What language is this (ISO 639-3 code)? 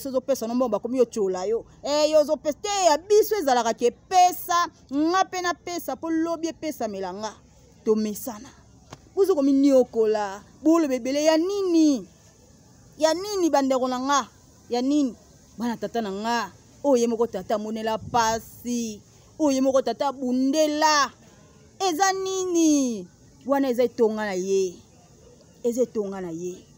lin